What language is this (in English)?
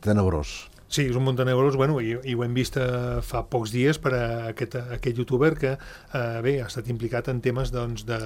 Catalan